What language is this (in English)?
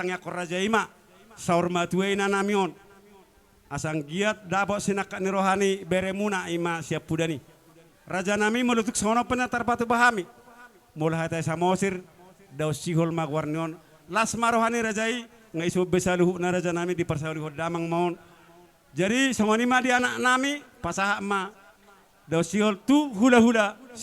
Batak Toba